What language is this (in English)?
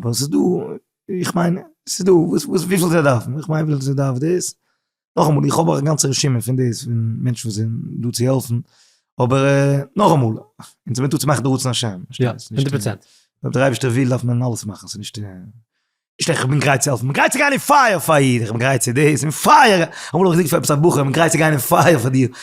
Yiddish